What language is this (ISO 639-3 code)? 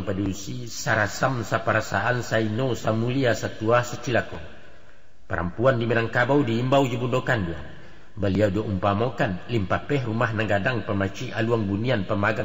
min